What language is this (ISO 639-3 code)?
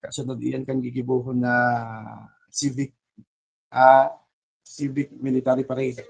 bik